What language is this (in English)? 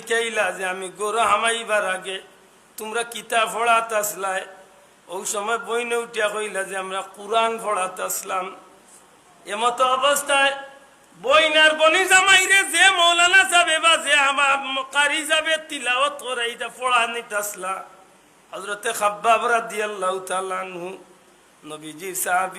Sylheti